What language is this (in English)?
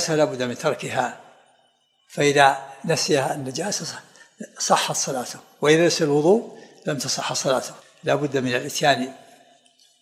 Arabic